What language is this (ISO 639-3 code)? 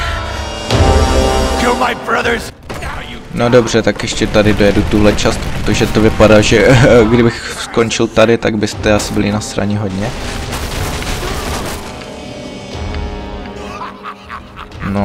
ces